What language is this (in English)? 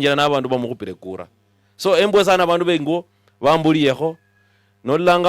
Luyia